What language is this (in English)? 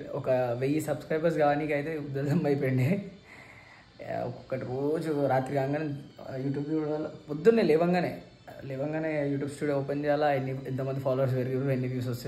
Telugu